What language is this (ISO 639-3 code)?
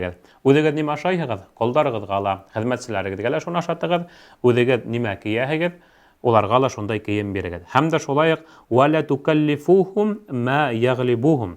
bak